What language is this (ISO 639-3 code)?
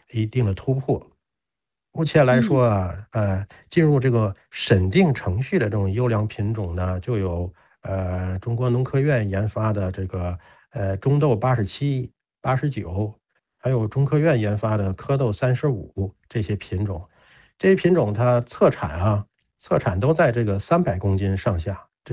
zho